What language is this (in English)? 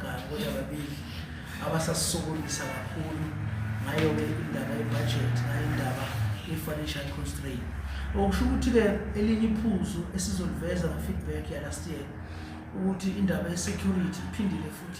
Zulu